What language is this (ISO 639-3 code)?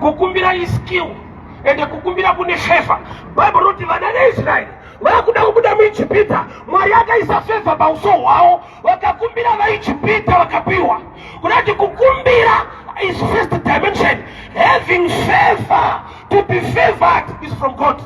sna